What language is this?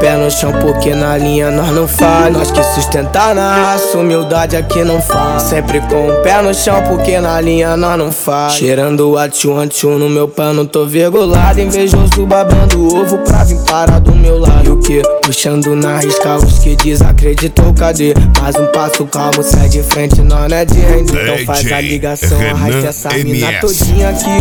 Portuguese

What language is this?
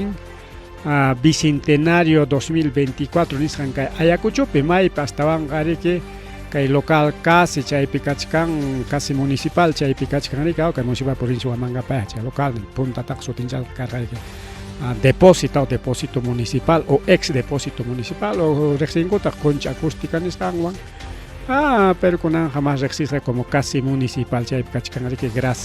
Ayacucho Quechua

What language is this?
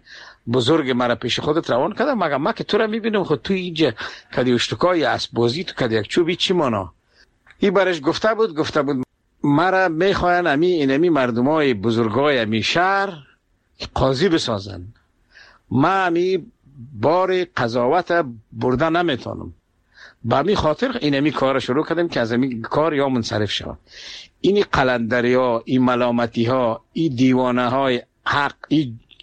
Persian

